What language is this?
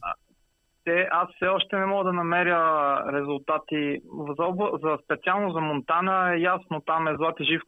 Bulgarian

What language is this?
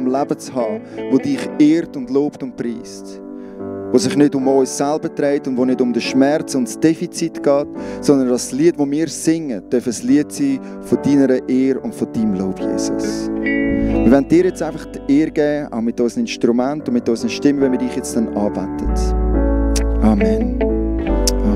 Swiss German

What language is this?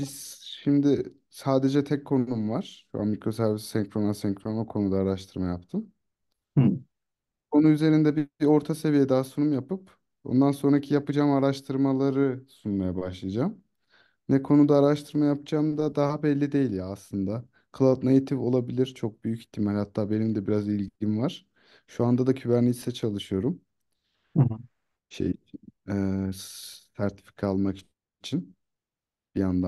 Turkish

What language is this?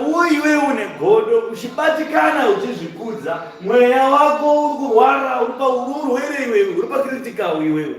Shona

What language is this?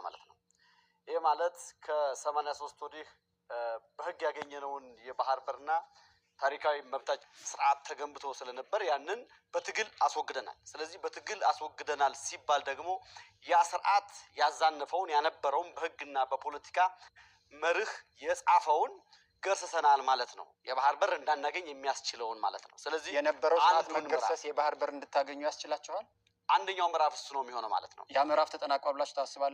Amharic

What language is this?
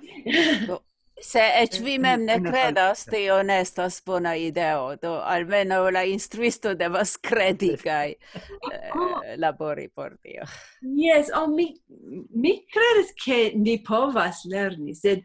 Esperanto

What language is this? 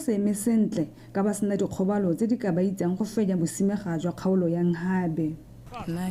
Tswana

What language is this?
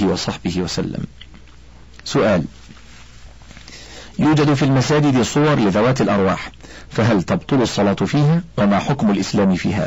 Arabic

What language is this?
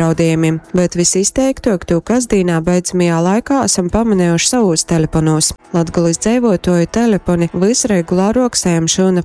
Latgalian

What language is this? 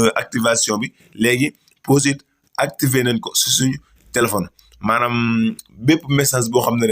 Wolof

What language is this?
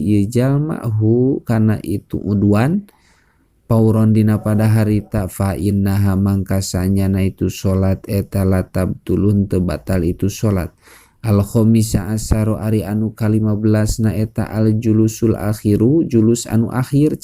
Sundanese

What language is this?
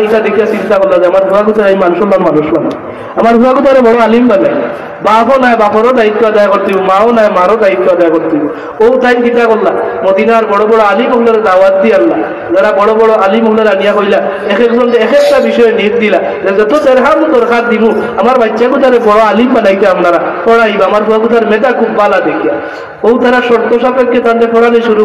Sylheti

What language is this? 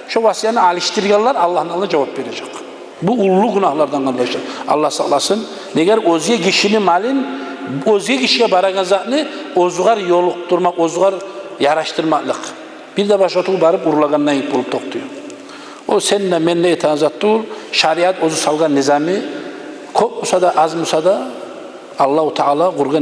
Kumyk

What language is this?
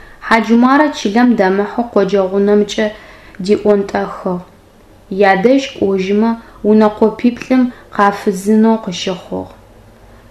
Adyghe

